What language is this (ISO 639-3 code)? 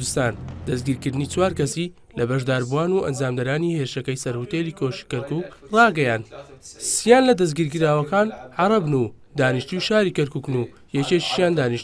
ckb